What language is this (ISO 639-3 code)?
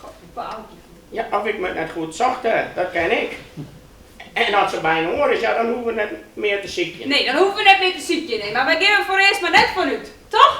fry